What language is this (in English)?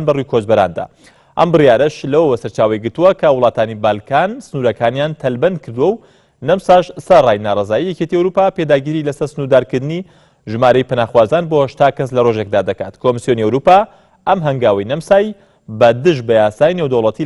Central Kurdish